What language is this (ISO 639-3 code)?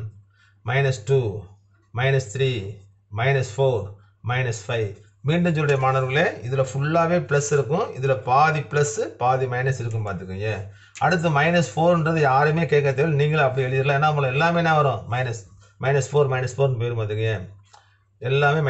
tam